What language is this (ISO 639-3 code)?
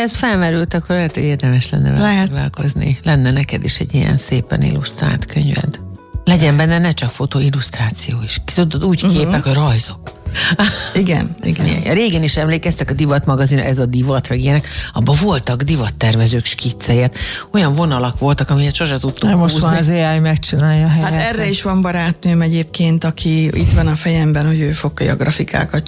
hun